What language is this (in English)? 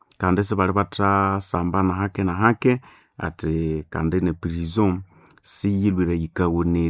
Nande